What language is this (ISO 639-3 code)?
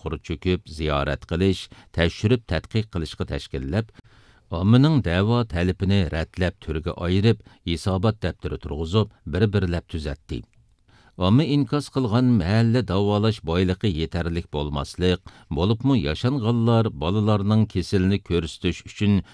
uig